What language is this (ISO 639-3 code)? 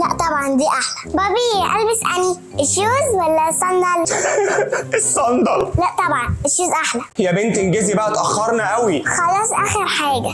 arz